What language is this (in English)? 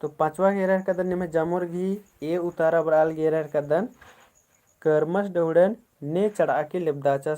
Kurukh